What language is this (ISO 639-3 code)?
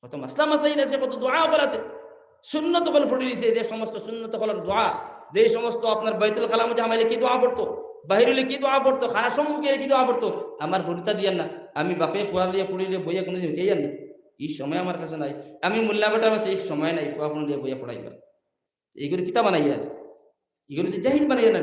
syl